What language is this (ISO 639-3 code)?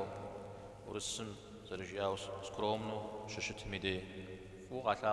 kbd